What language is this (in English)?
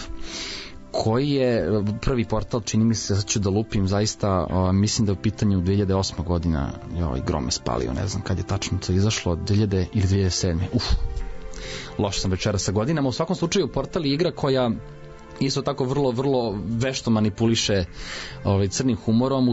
Serbian